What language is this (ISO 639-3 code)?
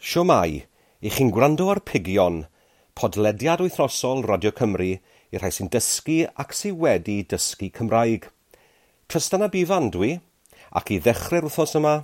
cym